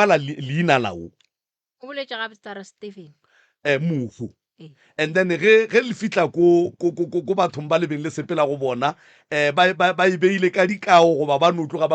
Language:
Northern Sotho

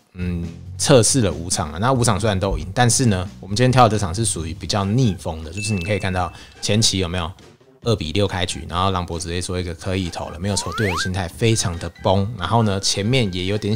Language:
Chinese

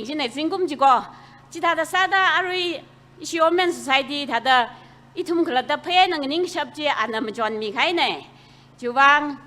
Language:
Tangkhul Naga (India)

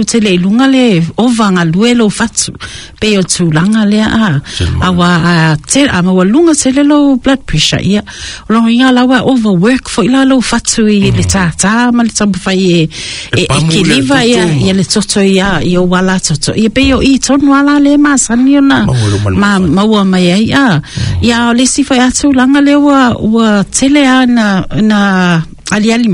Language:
Samoan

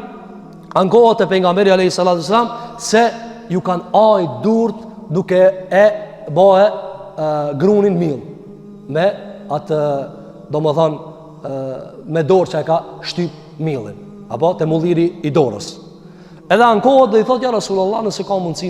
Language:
Albanian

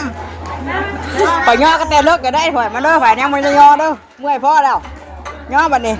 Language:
Northeastern Thai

